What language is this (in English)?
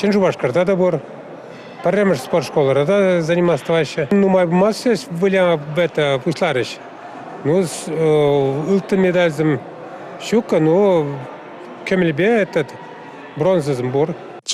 Chuvash